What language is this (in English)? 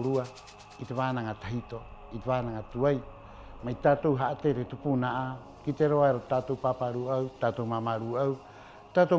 Rapanui